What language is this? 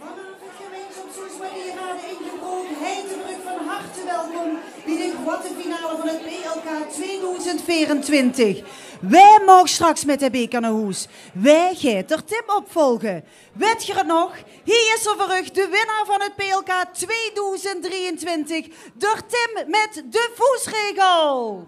Limburgish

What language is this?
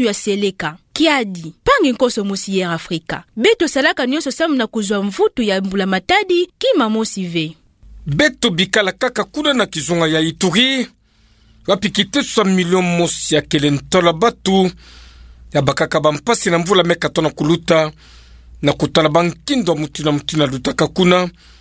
Kituba (Democratic Republic of Congo)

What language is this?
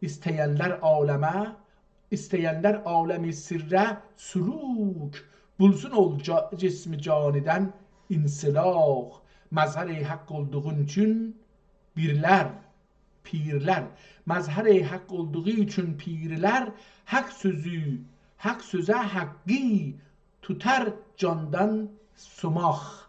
South Azerbaijani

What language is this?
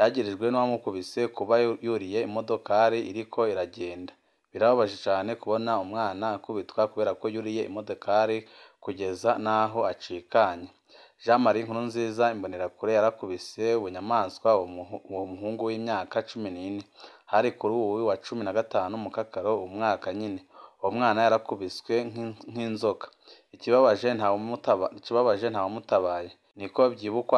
Rundi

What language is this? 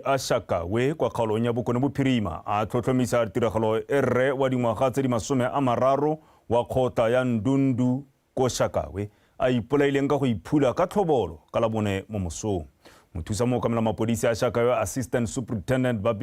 Tswana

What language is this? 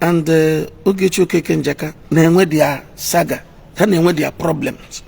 Igbo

